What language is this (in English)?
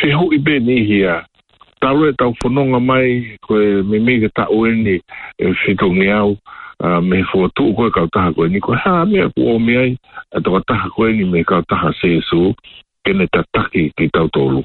Tongan